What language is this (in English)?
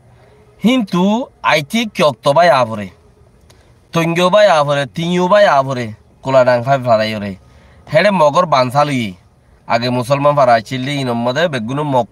Rohingya